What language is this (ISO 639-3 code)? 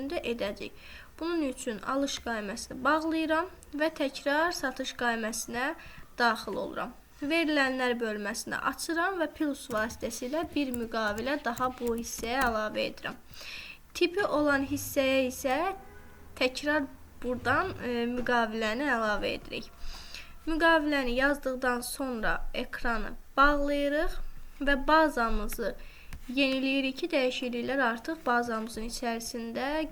aze